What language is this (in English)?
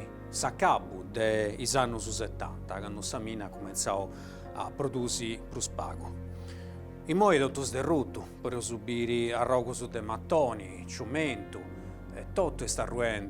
Sardinian